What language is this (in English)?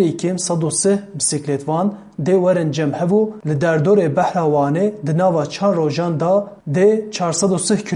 Kurdish